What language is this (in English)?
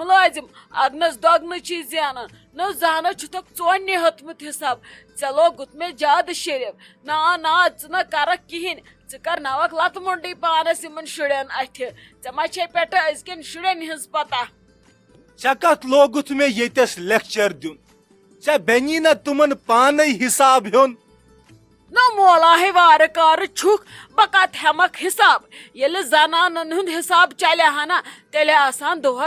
Kashmiri